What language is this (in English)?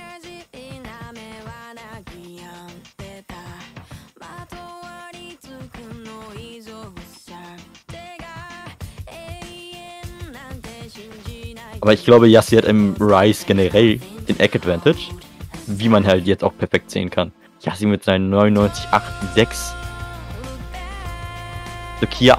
German